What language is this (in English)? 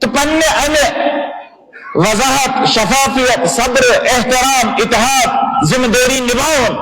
Kashmiri